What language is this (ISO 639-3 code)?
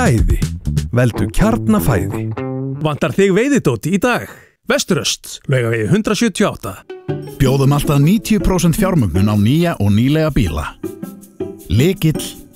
isl